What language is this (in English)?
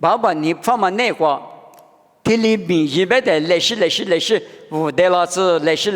Lisu